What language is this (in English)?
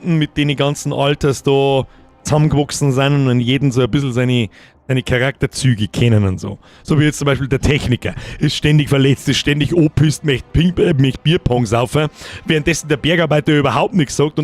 Bavarian